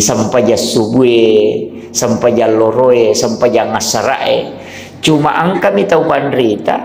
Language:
Buginese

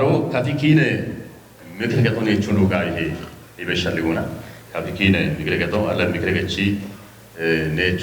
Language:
Kafa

